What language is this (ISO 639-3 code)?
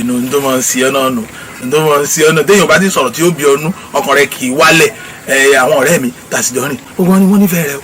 yor